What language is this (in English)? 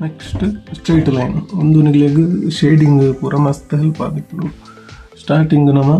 Tulu